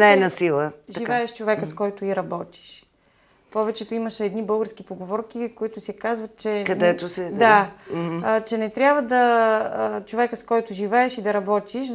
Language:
Bulgarian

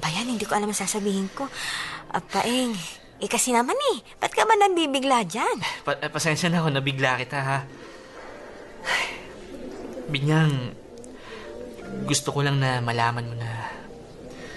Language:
Filipino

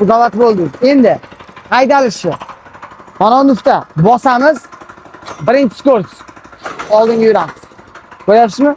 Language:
Uzbek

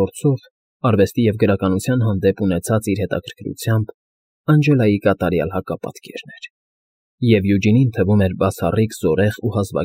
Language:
Armenian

